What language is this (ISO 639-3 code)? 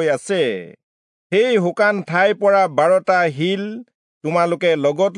asm